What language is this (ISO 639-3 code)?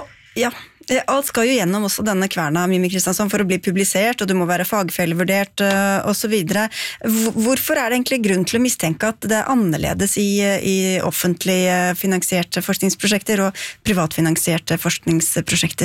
nor